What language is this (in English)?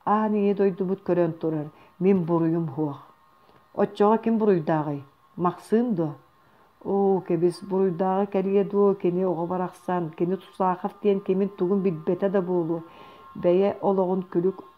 Yakut